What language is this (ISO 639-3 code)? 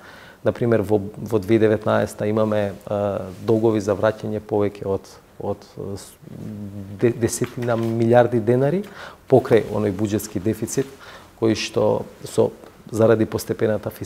mkd